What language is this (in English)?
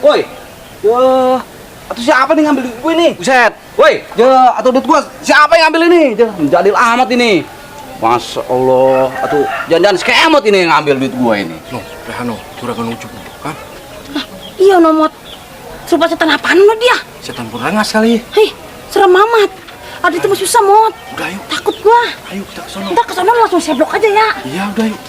Betawi